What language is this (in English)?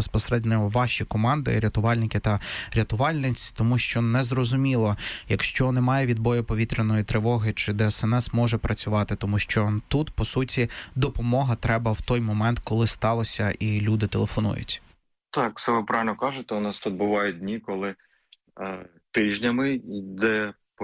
Ukrainian